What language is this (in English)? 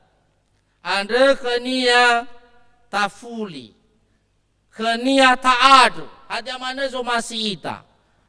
Nias